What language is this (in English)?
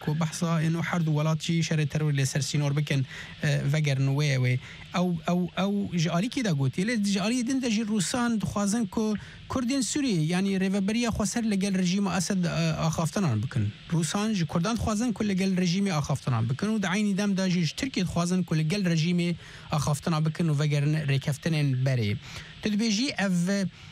Kurdish